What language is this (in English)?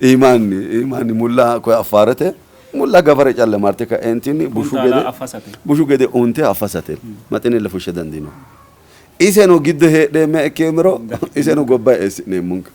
Sidamo